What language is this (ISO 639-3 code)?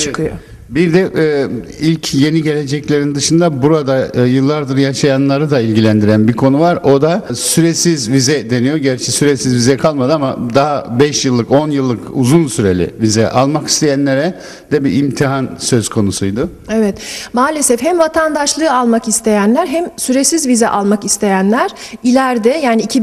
tur